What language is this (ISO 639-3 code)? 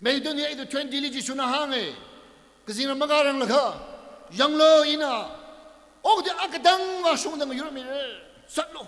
nmf